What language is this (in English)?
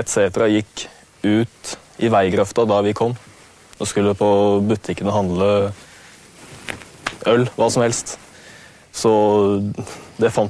Norwegian